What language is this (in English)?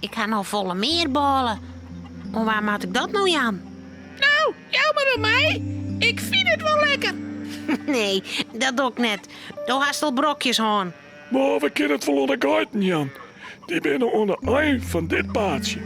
Western Frisian